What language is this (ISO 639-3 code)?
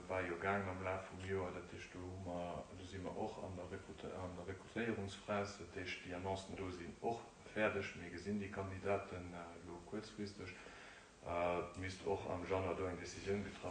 ltz